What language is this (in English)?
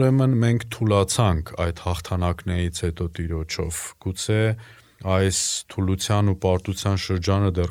Armenian